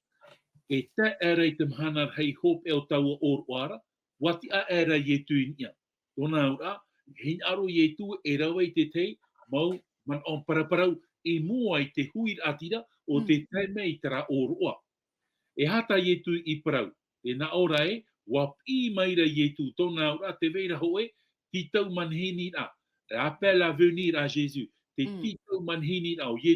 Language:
Tahitian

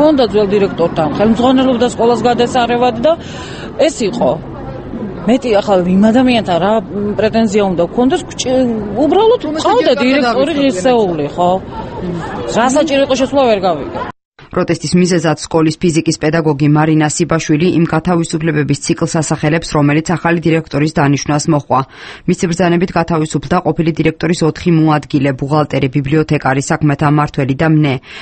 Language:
Georgian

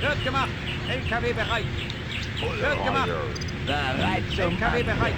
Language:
Bavarian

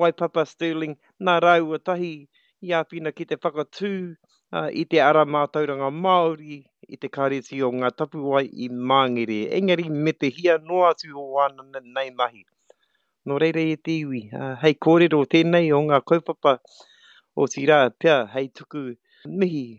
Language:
Māori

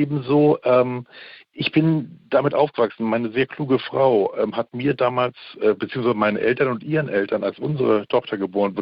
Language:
German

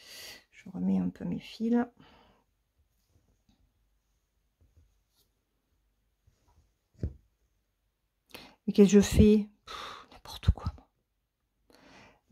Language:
French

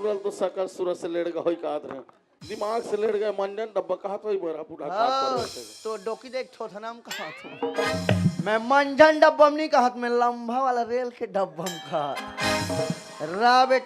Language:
Chhattisgarhi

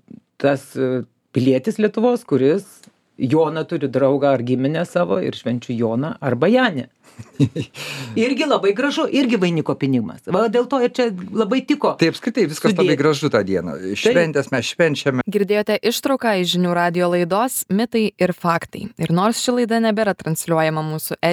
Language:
Lithuanian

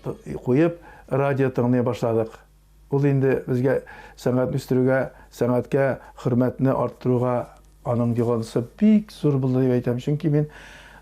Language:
Tatar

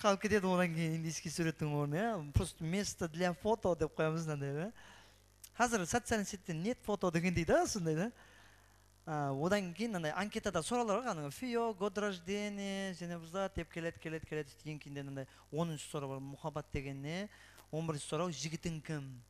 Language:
Kara-Kalpak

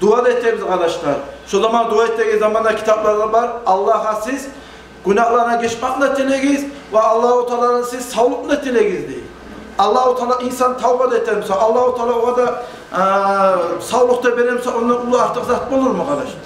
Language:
Kumyk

